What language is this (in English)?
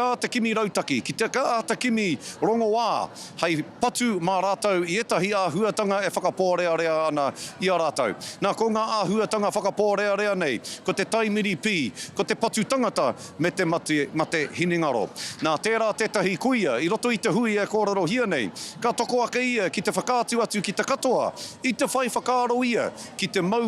Māori